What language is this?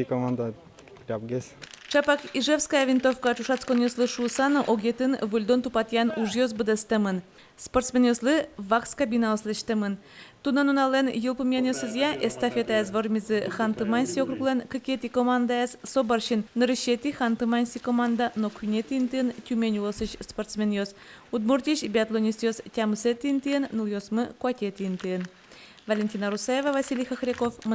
Udmurt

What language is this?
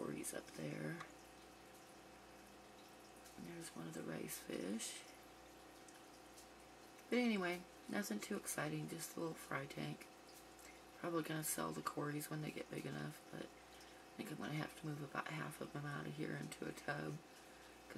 English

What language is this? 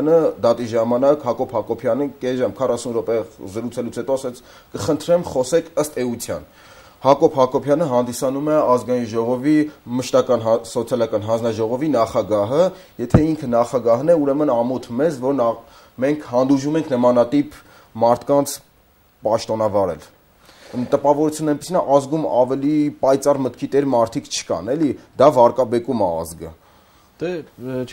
Armenian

